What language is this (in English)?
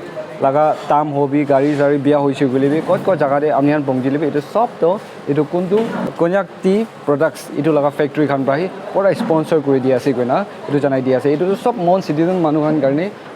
Naga Pidgin